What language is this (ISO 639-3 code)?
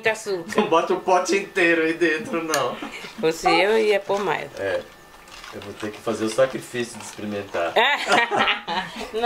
por